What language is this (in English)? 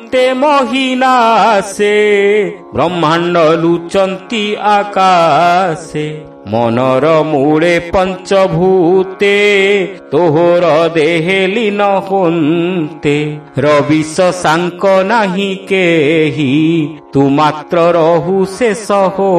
Odia